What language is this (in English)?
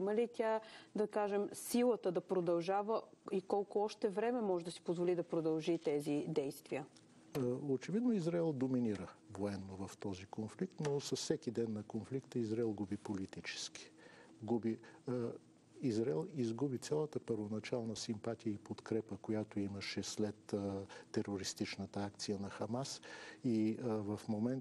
Bulgarian